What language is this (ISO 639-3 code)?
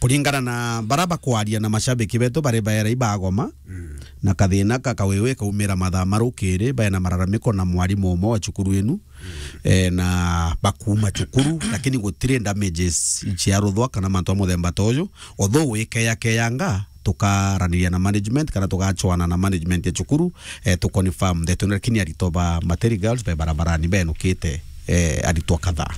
mer